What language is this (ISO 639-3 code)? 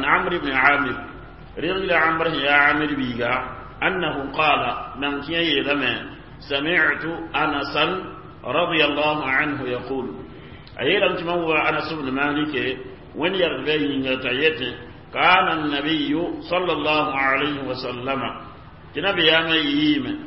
mos